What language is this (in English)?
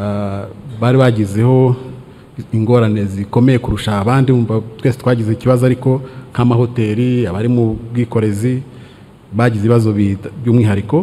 Kinyarwanda